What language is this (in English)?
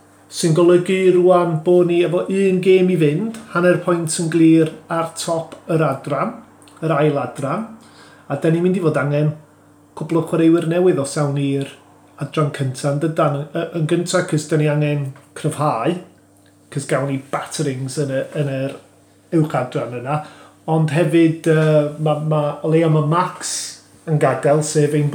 Welsh